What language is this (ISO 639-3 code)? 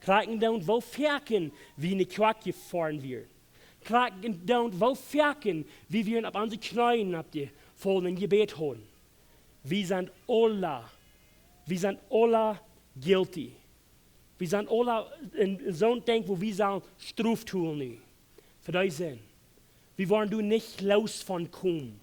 pdt